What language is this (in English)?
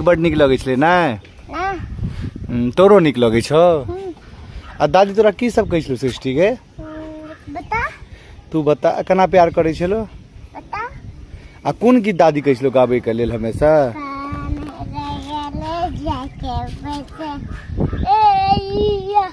Maithili